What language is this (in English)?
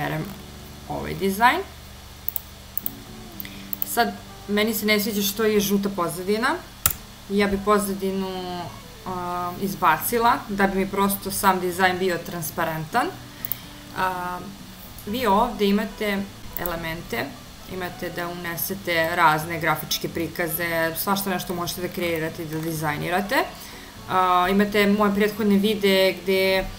Serbian